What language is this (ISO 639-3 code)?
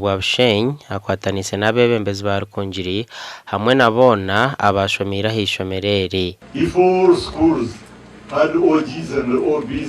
nyn